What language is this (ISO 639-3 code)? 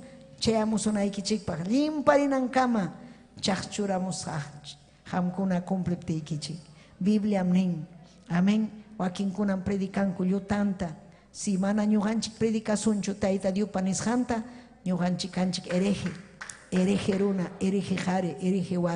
quy